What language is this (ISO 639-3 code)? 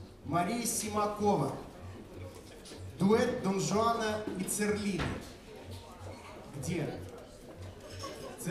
rus